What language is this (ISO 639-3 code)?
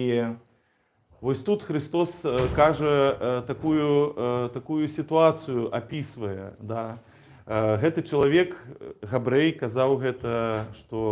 bel